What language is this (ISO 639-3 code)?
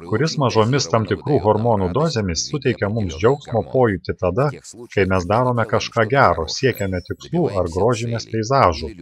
lit